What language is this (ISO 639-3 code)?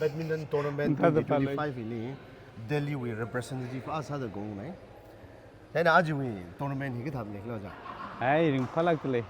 nmf